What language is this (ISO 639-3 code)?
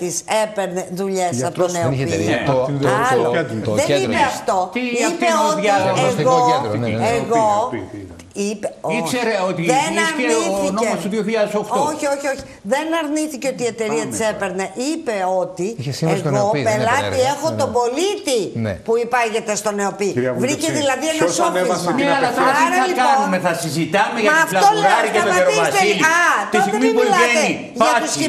ell